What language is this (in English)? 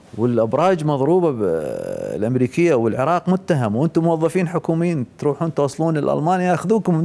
Mesopotamian Arabic